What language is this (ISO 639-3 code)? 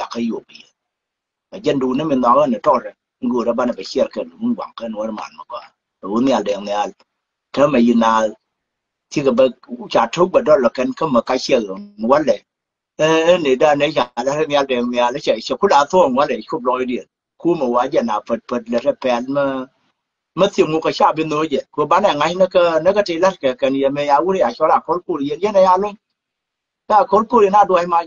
nus